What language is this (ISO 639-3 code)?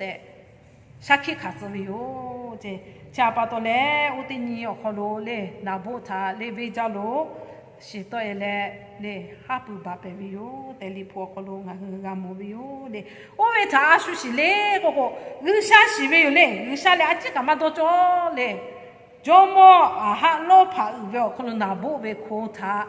lhu